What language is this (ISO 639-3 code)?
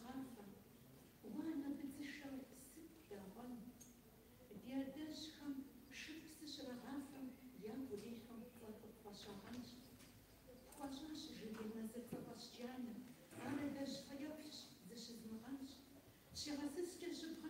kbd